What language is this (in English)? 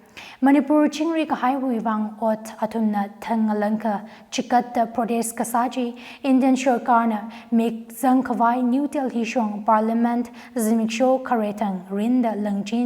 Tangkhul Naga (India)